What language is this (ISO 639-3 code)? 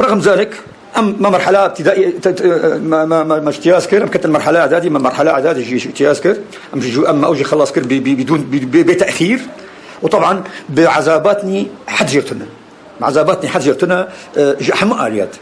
kur